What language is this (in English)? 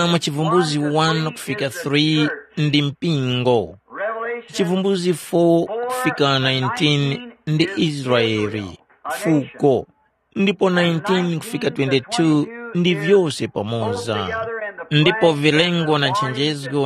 Tumbuka